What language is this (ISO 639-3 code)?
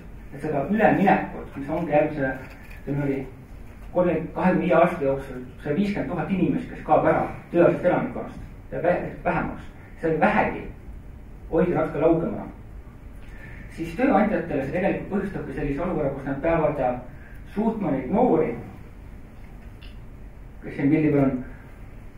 est